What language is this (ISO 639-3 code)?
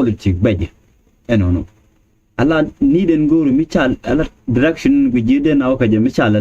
nus